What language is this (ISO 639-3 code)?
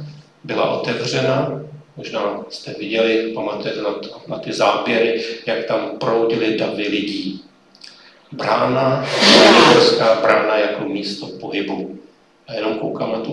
ces